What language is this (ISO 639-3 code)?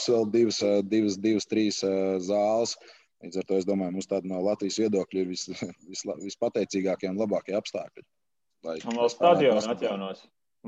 lav